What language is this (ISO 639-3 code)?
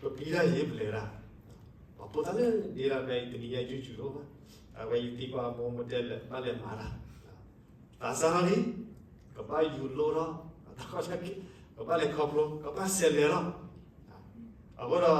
ksw